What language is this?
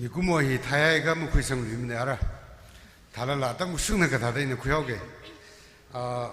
Tangkhul Naga (India)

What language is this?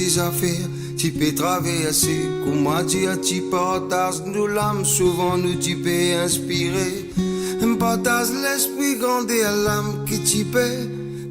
Morisyen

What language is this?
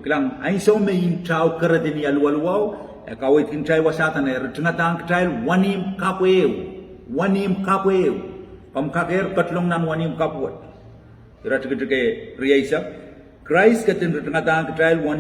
Pohnpeian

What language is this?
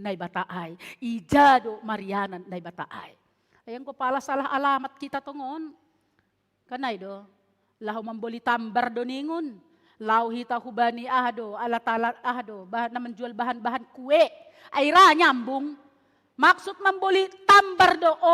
Batak Simalungun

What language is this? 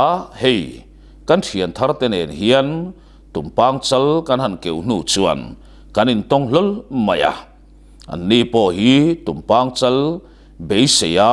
Mizo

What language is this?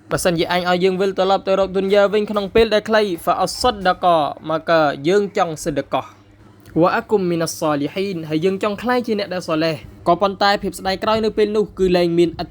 Khmer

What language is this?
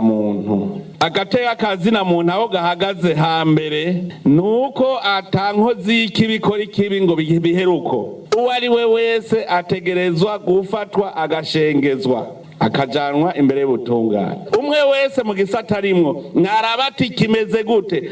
Rundi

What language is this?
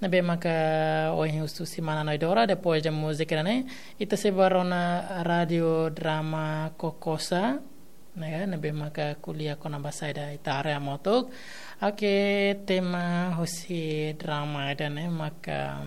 Tetum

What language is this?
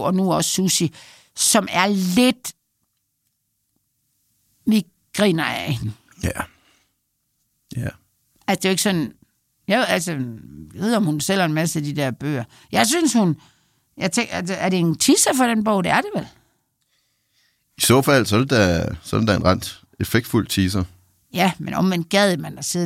Danish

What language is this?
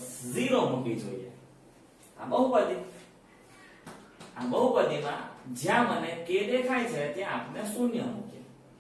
Gujarati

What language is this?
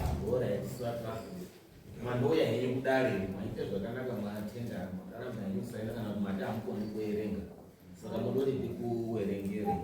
Shona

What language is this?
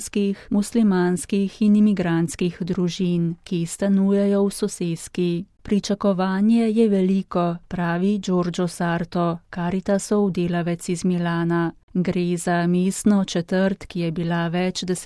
Slovenian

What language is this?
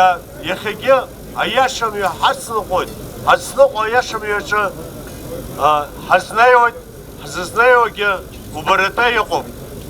Abkhazian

